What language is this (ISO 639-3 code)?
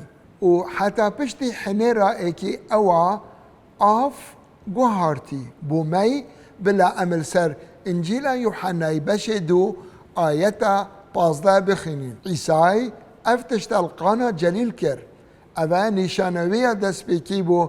kur